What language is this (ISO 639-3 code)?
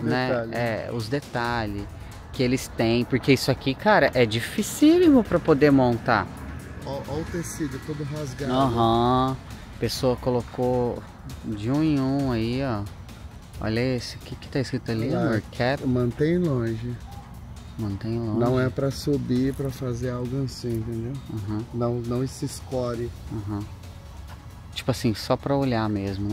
por